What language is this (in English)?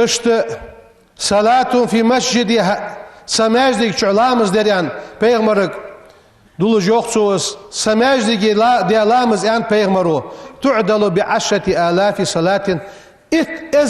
Ingush